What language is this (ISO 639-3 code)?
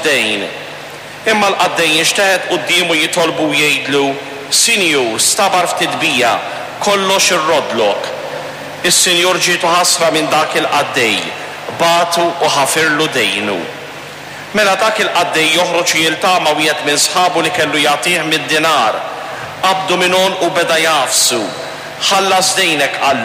mlt